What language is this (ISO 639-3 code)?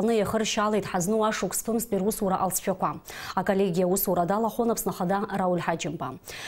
abk